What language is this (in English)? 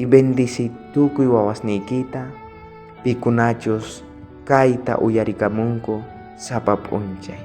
South Bolivian Quechua